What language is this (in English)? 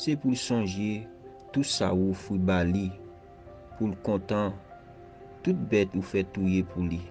Haitian Creole